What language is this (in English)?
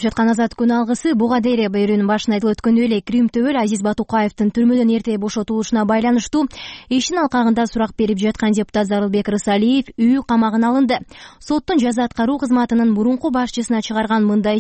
Kyrgyz